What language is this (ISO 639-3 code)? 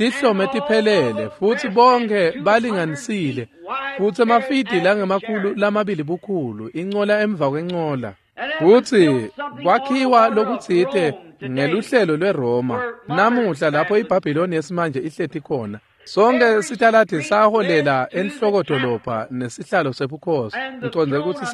ssw